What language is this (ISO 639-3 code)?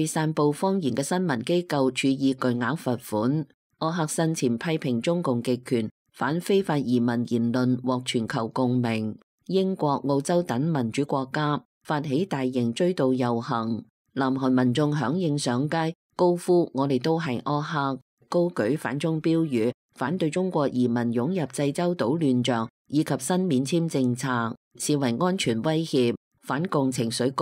yue